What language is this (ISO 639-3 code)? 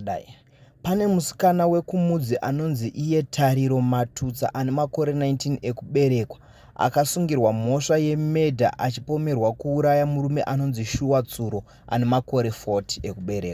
sna